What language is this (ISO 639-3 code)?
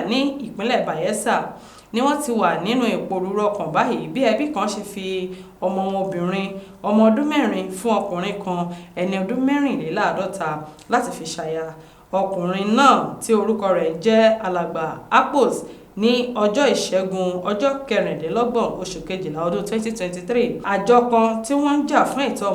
yor